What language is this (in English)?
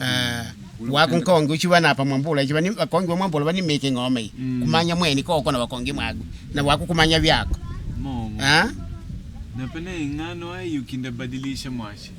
Makonde